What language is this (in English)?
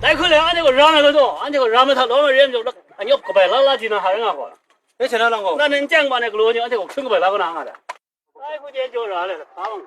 Kachin